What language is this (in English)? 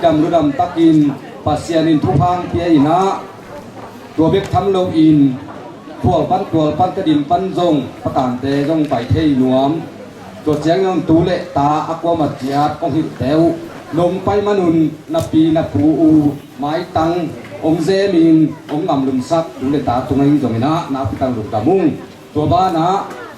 Tedim Chin